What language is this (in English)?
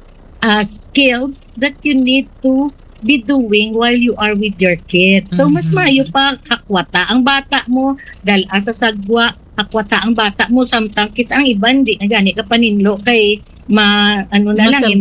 Hiligaynon